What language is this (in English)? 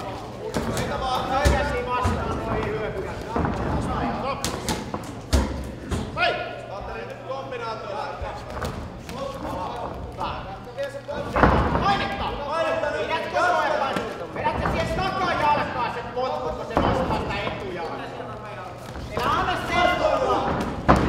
Finnish